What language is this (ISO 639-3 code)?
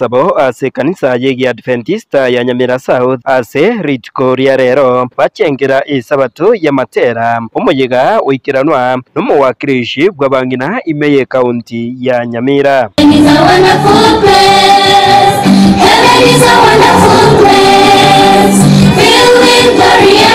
guz